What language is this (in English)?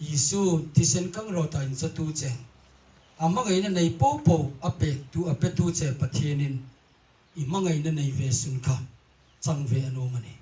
Hmar